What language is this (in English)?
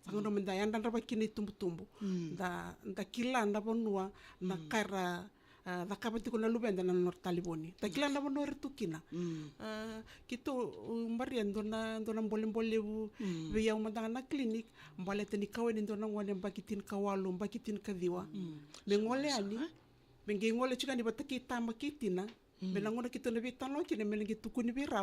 Fijian